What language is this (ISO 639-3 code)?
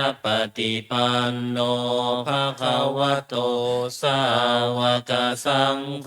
pli